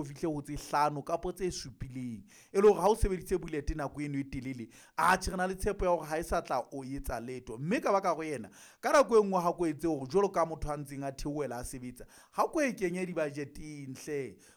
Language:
Southern Sotho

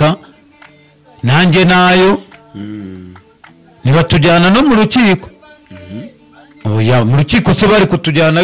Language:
Kinyarwanda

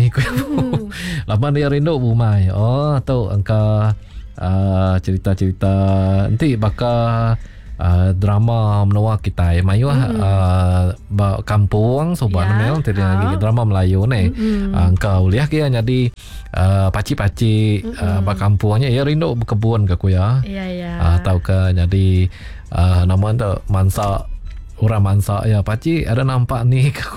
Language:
Iban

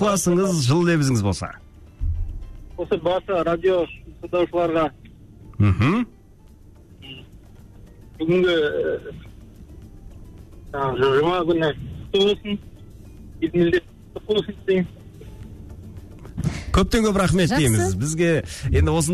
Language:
Kazakh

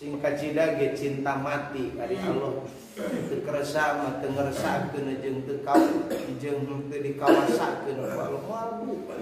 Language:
Sundanese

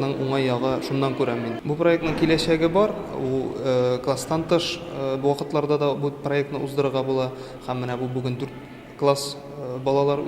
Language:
Tatar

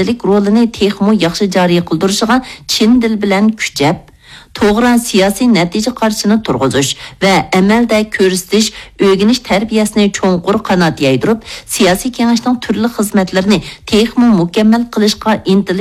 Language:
Uyghur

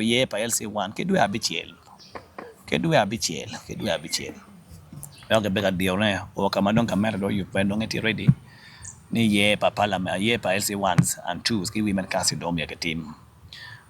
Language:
Acoli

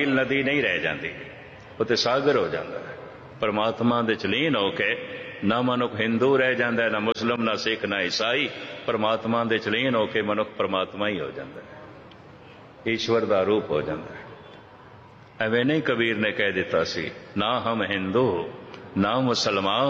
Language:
Punjabi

